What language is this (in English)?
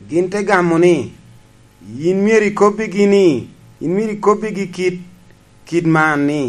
Lango (Uganda)